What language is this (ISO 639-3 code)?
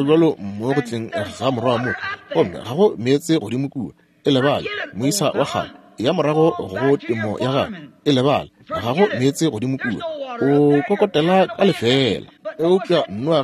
nso